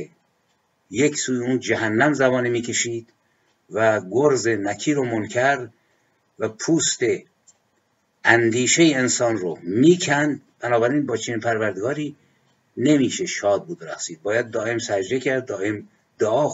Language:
Persian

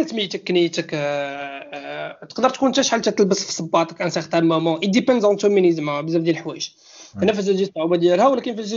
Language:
Moroccan Arabic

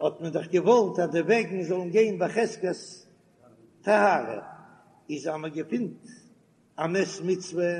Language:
Yiddish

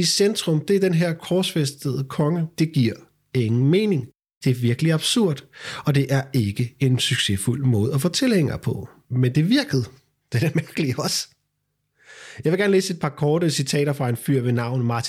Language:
Danish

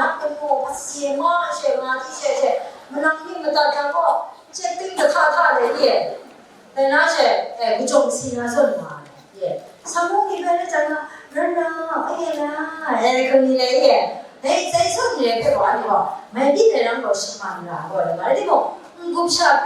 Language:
Kachin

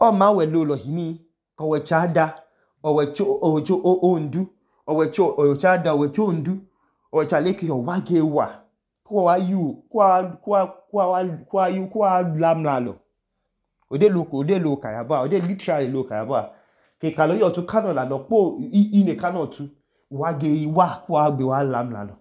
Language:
Idoma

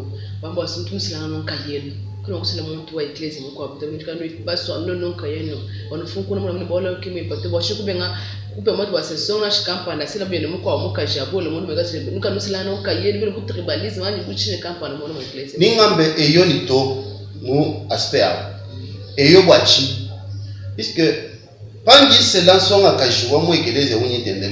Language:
Luba-Lulua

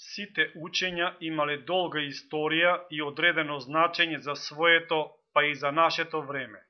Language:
Macedonian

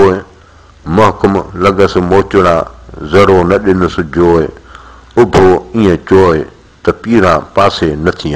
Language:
Sindhi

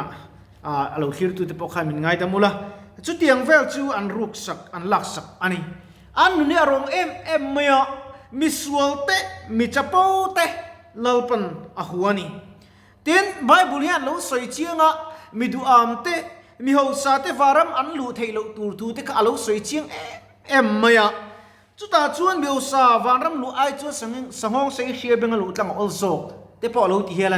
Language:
Mizo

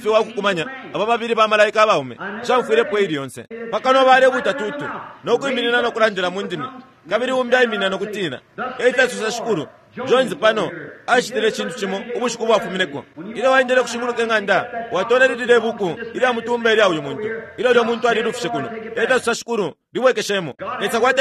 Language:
Bemba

